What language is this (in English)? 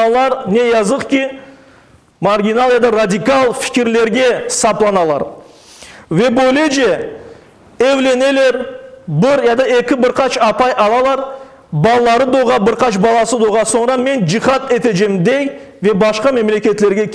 Crimean Tatar